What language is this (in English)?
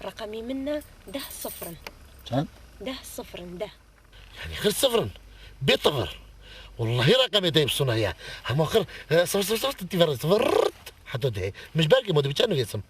Kurdish